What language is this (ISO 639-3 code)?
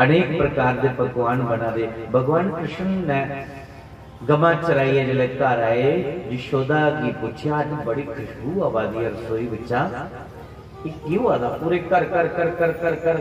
doi